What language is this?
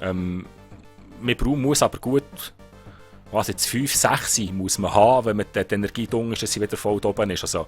Swiss German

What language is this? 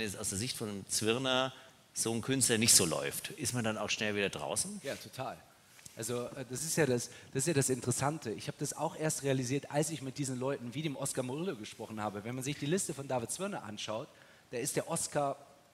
German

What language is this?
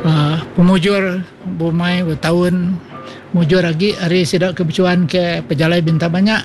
Iban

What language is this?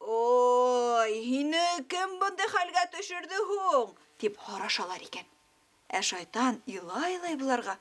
Bashkir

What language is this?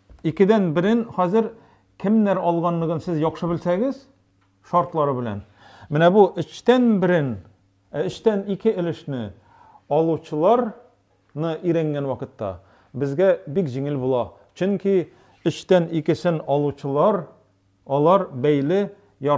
Tatar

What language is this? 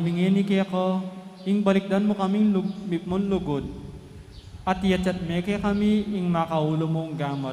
Pampanga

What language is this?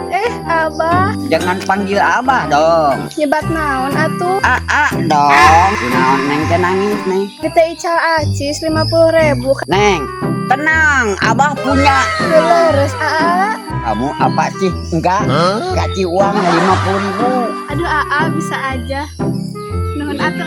Sundanese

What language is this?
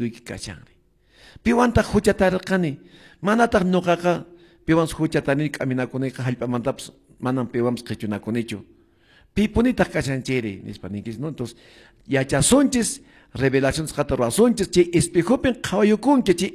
Quechua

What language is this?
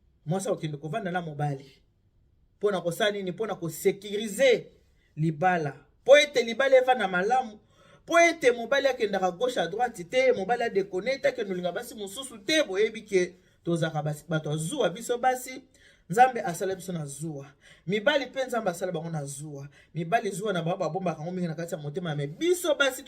Lingala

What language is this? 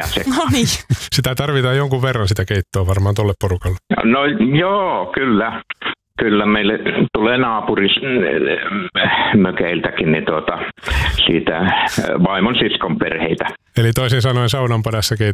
Finnish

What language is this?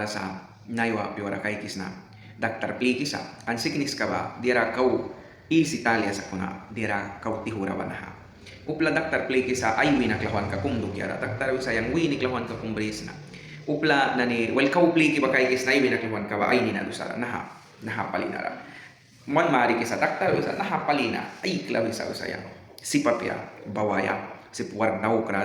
Mískito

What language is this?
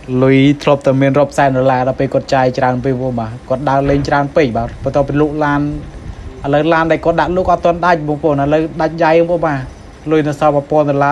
Khmer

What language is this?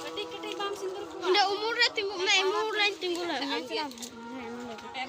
Santali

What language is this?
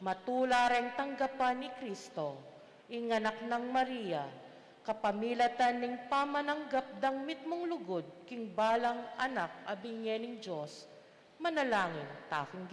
Pampanga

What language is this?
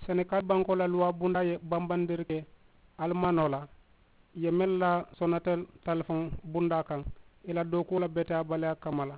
Mandingo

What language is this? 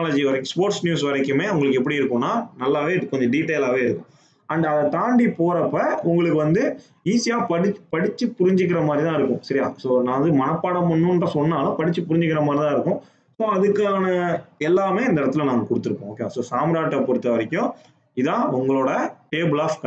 Tamil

